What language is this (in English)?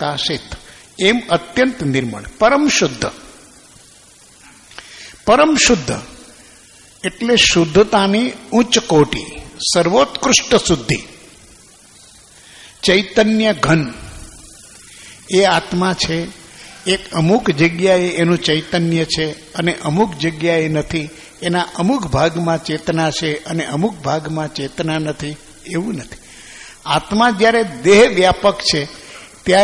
Gujarati